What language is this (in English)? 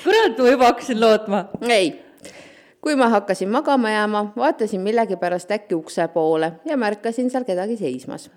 Estonian